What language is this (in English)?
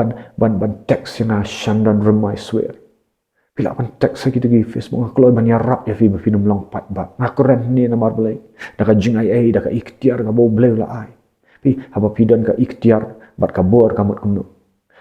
Khasi